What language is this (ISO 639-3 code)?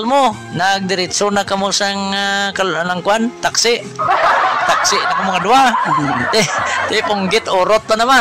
hil